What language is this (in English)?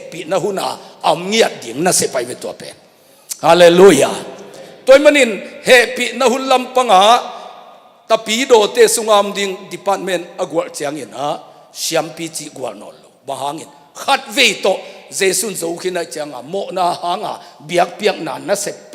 Tedim Chin